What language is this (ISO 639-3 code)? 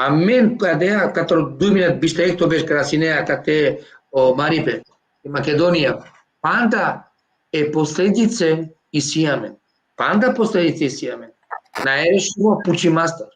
rmn